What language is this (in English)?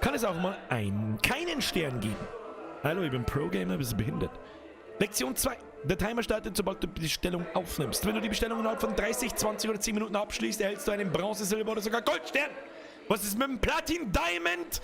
Bavarian